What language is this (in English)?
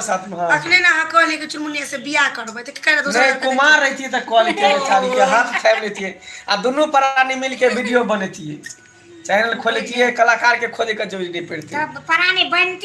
Maithili